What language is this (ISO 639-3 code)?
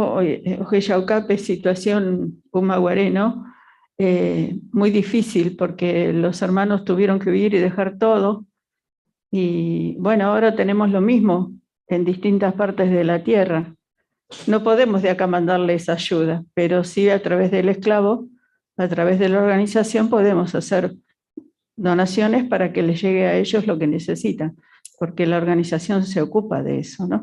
grn